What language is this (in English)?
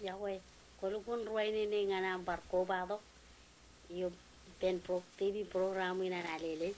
Marshallese